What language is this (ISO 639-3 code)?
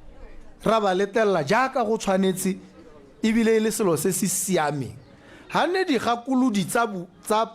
tsn